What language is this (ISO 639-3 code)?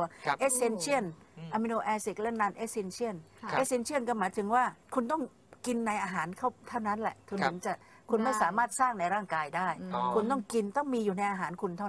tha